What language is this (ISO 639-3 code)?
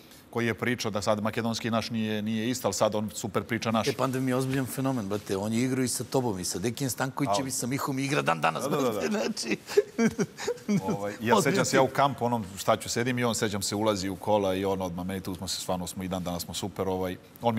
srp